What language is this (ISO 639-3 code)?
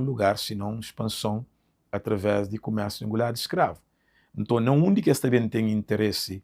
kea